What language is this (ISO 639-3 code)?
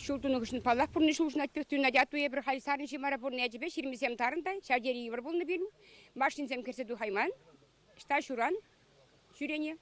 chv